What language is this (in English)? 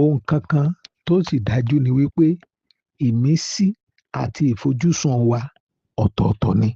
Yoruba